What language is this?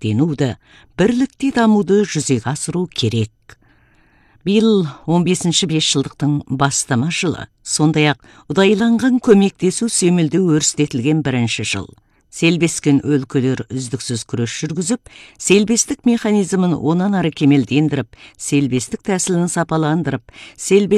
Kazakh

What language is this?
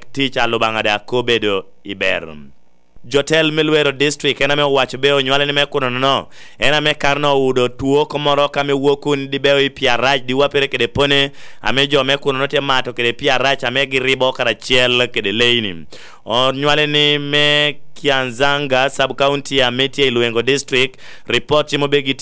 Lango (Uganda)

